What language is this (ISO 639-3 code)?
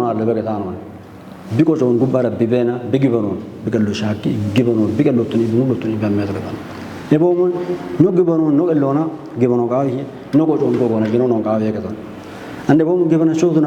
kbr